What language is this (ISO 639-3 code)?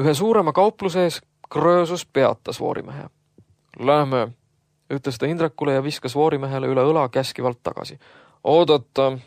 est